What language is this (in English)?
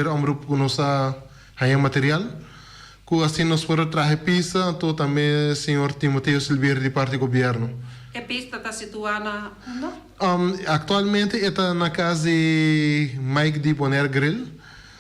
Papiamento